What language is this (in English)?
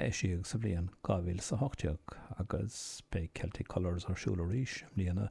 Irish